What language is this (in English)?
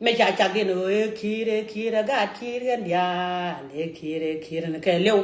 Nuer